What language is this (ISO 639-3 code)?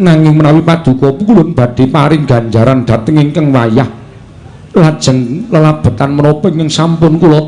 jav